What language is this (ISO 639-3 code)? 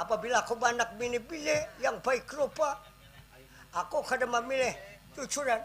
bjn